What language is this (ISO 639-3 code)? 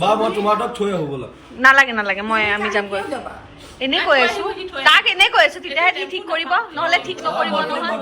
asm